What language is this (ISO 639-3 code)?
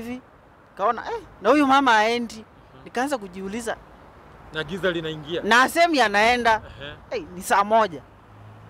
swa